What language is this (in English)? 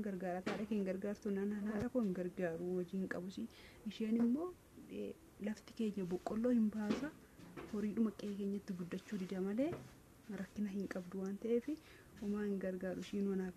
Oromo